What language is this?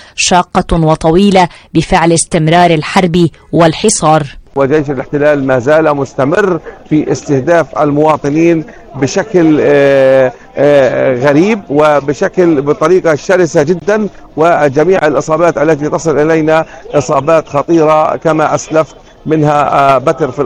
Arabic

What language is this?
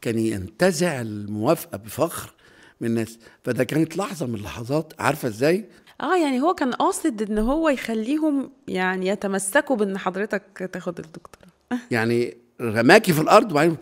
Egyptian Arabic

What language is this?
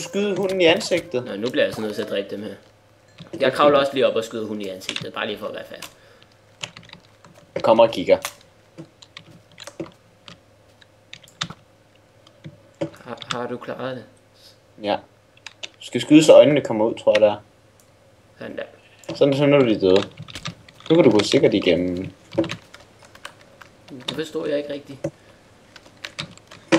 Danish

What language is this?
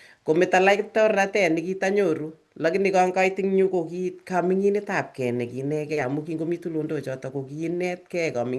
Kalenjin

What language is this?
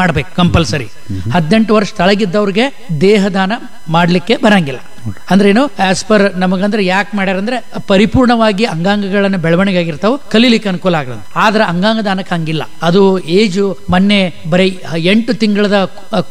Kannada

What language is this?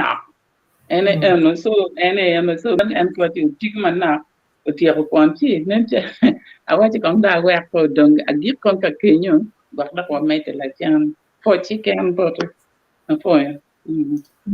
Acoli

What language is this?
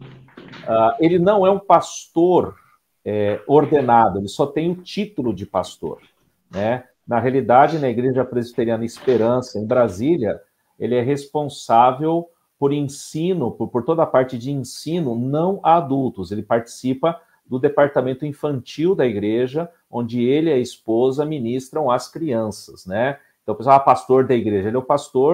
Portuguese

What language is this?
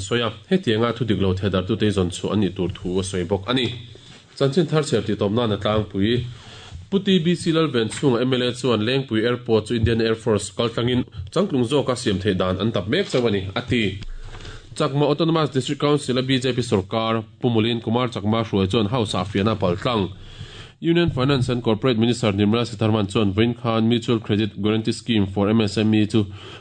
Mizo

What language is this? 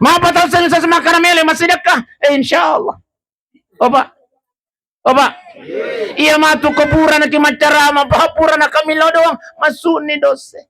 Buginese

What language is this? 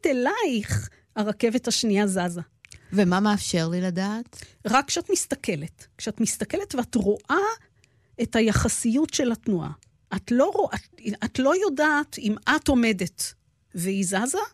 Hebrew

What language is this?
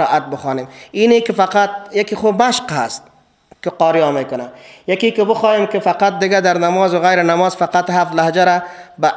Persian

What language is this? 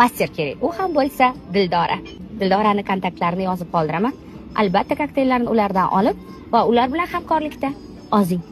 Uzbek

